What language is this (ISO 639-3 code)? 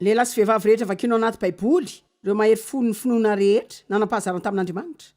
mlg